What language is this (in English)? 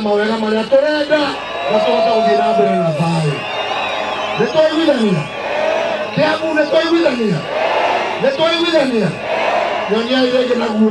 Kikuyu